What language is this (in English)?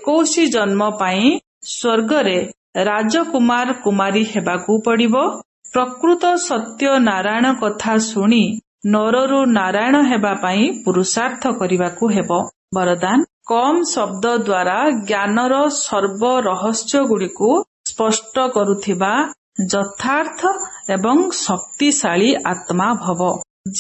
Odia